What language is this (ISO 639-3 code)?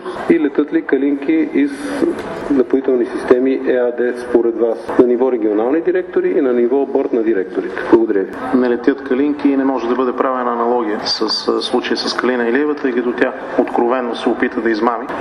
bul